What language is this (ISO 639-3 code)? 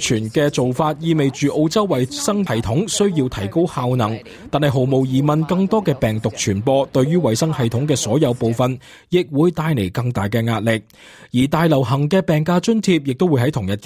yue